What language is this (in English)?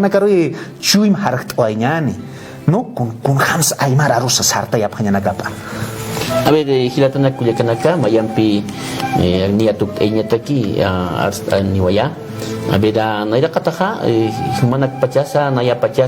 Aymara